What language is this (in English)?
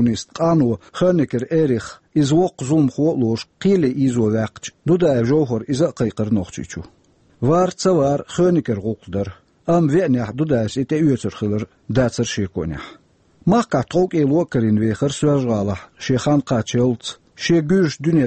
Chechen